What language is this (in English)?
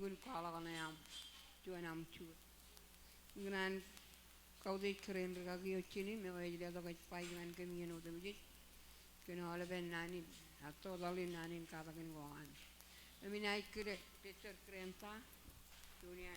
Marshallese